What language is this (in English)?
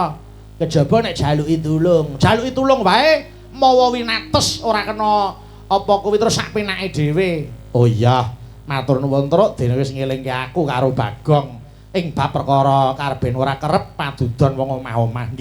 Javanese